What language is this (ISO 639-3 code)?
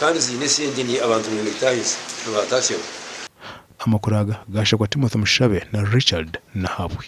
nyn